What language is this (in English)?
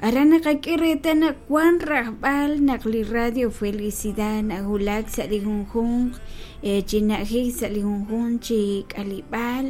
Kekchí